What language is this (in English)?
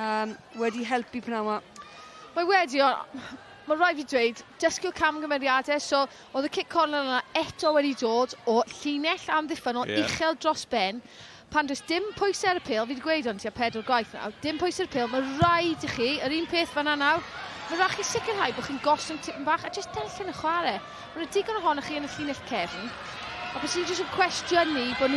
Welsh